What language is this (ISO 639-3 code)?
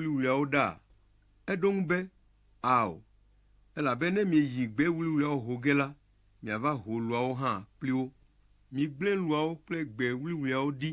ewe